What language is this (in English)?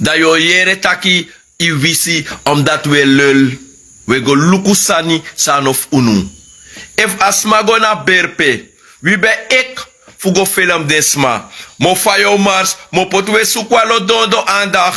Sranan Tongo